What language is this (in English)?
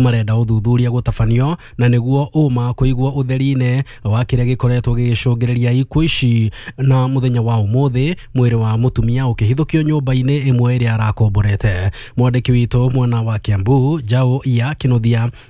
Kikuyu